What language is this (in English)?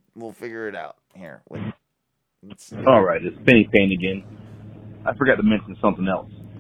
English